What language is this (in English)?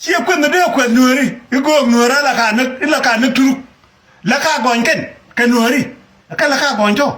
Nuer